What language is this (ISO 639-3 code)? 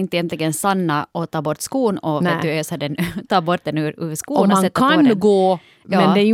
swe